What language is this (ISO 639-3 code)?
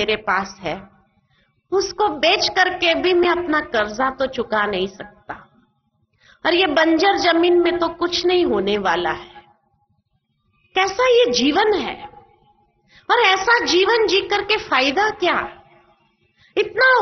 hin